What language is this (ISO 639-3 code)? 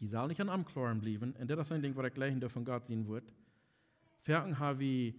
pdt